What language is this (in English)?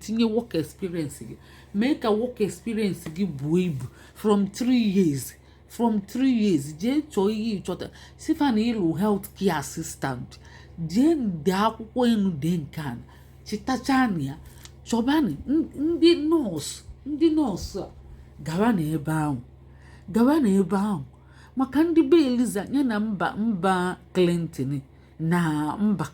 Igbo